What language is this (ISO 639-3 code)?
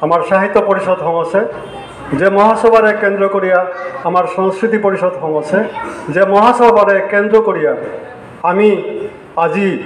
bpy